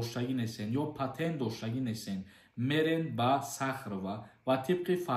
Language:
Tajik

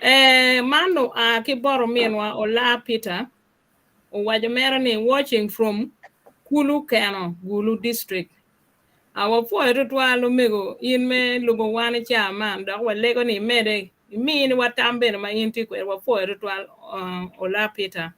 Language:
Acoli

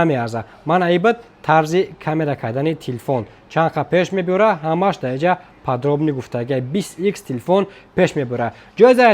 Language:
Tajik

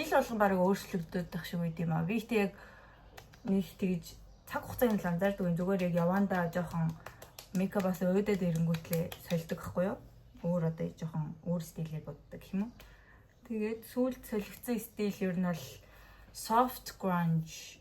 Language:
Mongolian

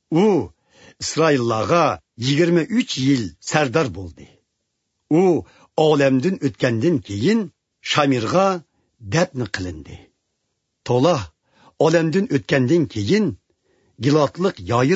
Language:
Uyghur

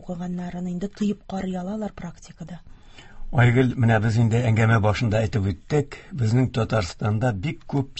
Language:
Tatar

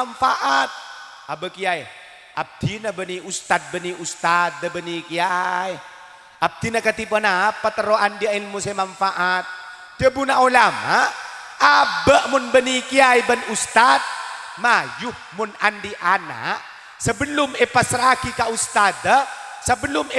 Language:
Madurese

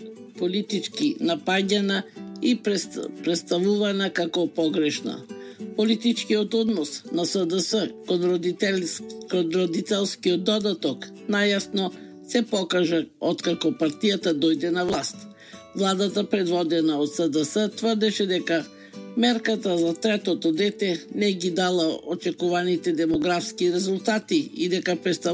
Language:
Macedonian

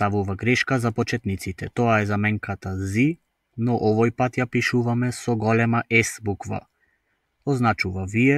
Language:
Macedonian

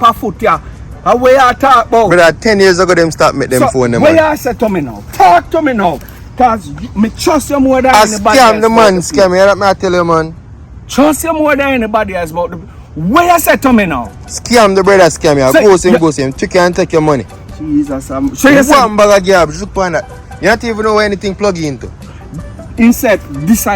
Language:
Jamaican Creole English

